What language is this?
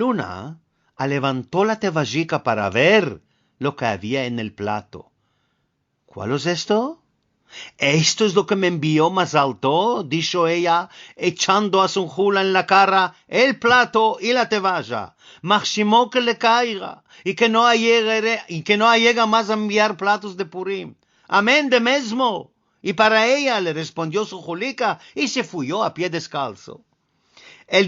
Ladino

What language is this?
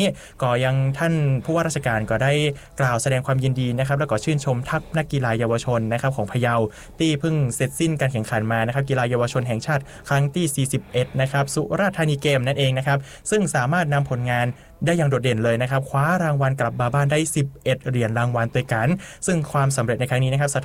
Thai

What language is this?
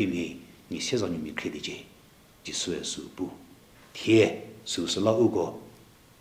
Angami Naga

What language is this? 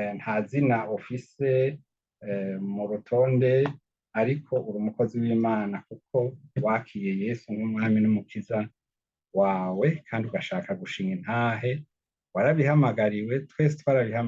Rundi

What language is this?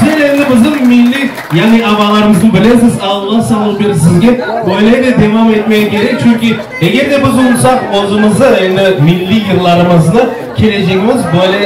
Crimean Tatar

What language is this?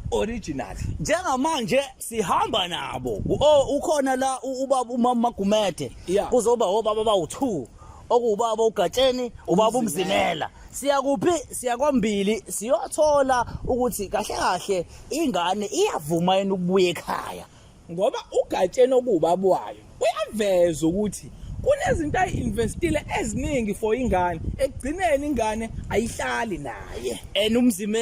Zulu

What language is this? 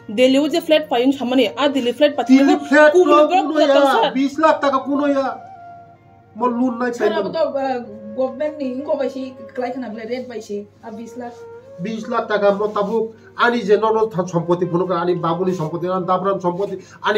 Kok Borok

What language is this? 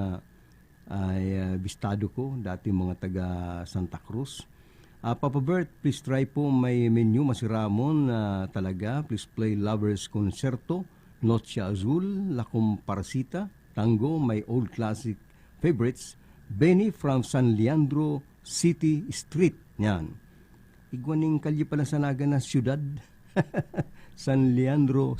Bikol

